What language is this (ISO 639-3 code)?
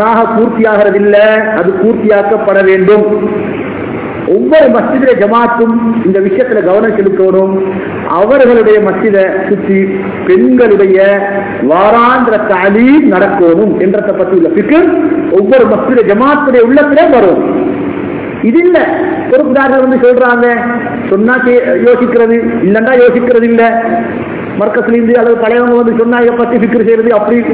tam